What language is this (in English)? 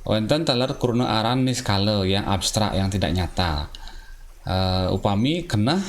Balinese